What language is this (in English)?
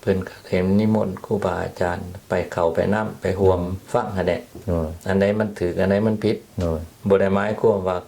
Lao